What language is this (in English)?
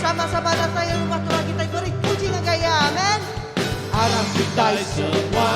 Iban